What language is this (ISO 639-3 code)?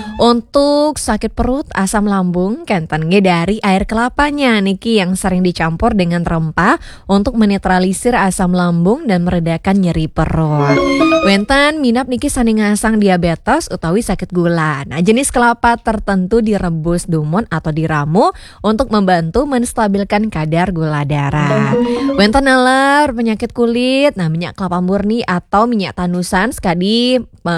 ban